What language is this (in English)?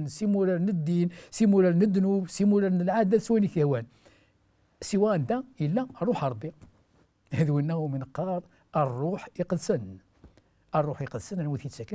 Kabyle